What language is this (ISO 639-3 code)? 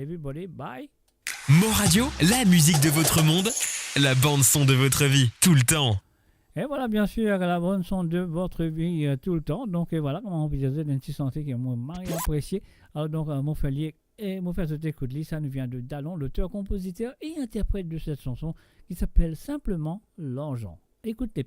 mfe